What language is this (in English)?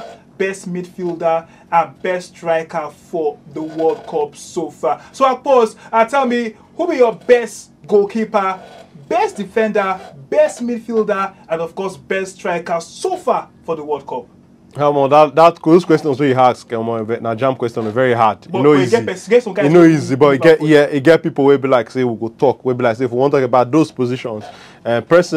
Nigerian Pidgin